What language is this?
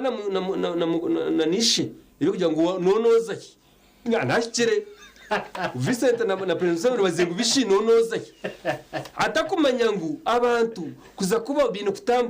Nyankole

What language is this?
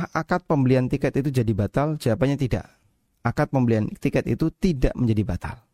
Indonesian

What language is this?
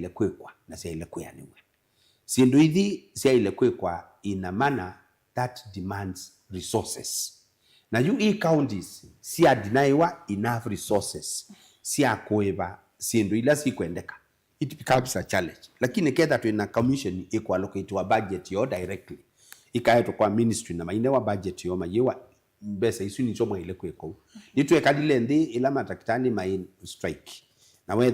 Kamba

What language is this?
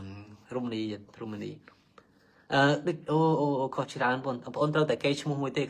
Khmer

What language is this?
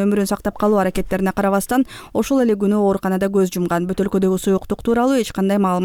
Kyrgyz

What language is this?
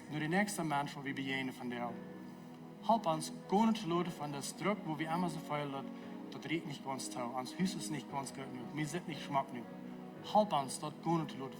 Plautdietsch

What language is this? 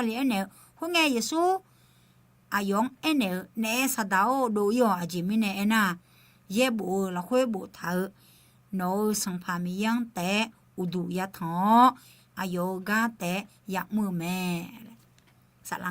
Akha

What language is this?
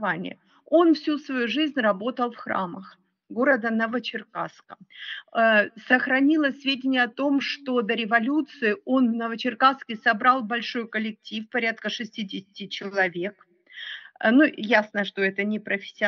Russian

